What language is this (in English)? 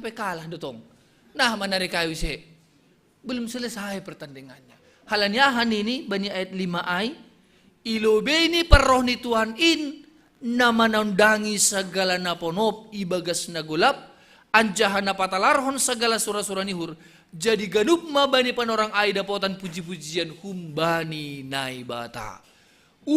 Batak Simalungun